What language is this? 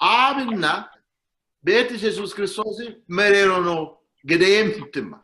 Sidamo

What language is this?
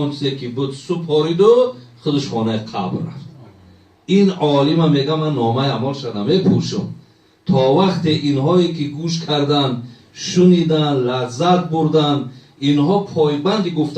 Tajik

